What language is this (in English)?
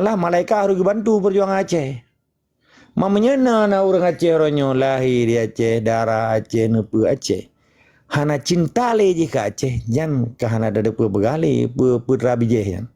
Achinese